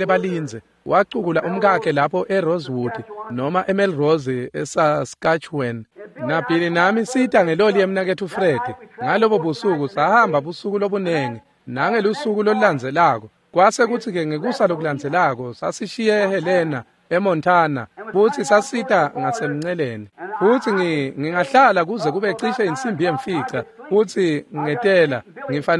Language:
Swati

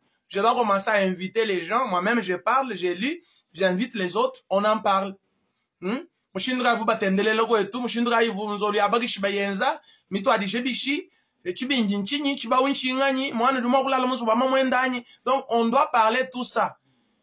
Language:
Luba-Lulua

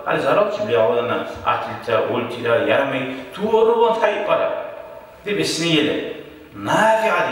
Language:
Kumyk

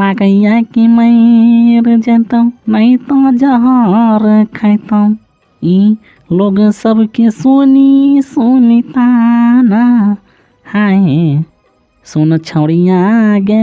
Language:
Maithili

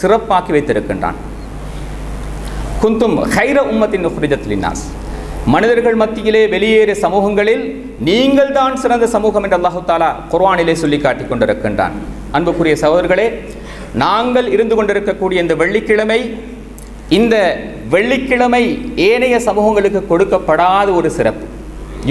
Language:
Tamil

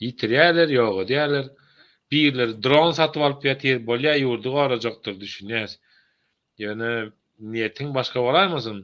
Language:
Turkmen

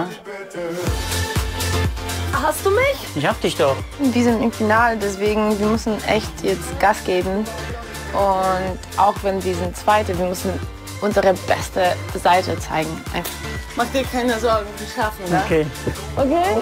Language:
German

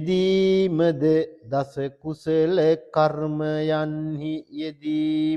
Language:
Sinhala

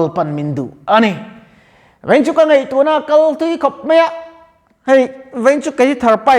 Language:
Mizo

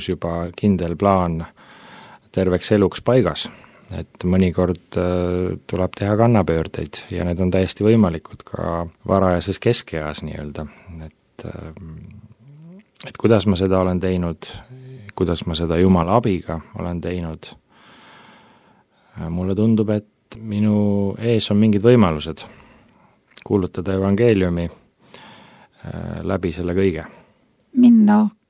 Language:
Estonian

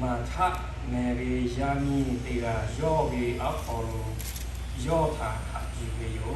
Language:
Lahu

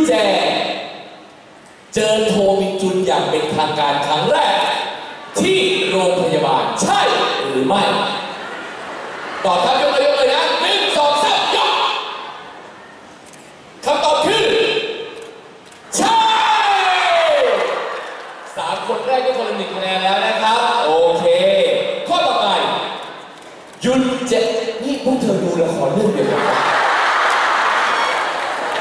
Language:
Thai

